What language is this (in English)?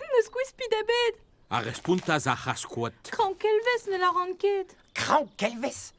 Breton